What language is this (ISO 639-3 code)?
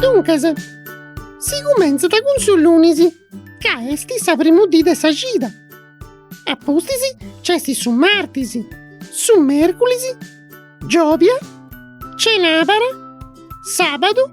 srd